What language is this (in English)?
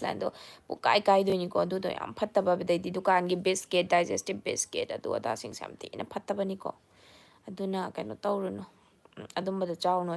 Manipuri